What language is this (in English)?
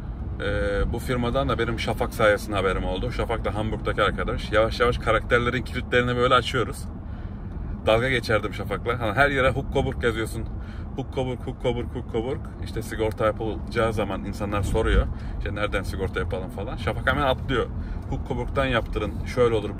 Turkish